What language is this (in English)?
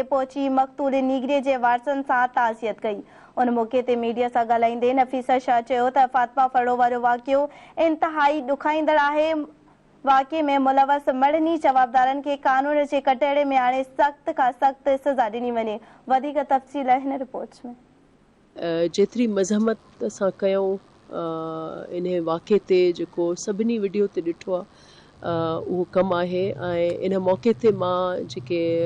Sindhi